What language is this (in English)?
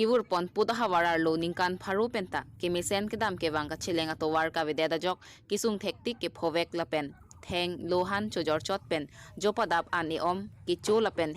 Karbi